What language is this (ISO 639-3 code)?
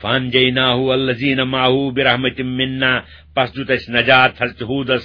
kas